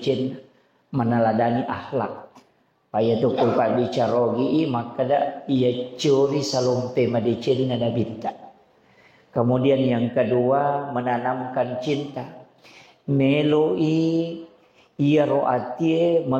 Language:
Buginese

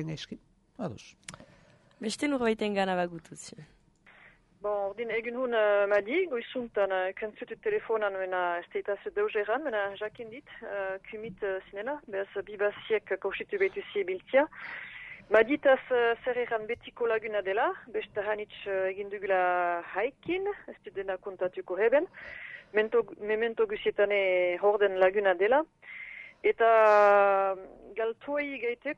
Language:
Basque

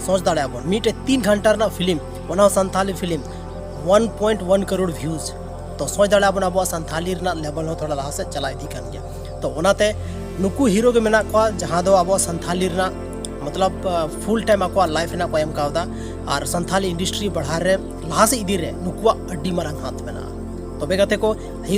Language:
Santali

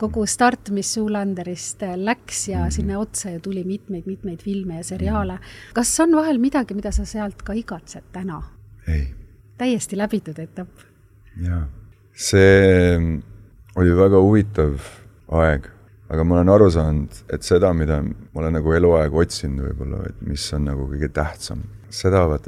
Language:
Estonian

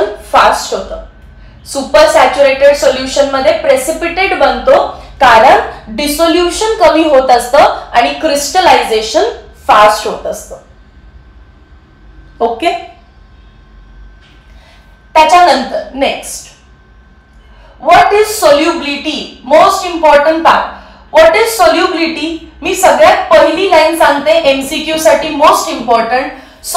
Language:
Marathi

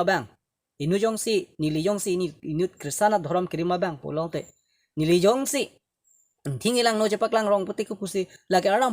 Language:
Karbi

